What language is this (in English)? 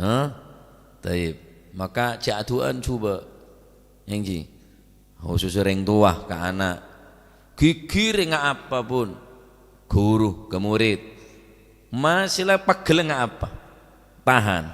Madurese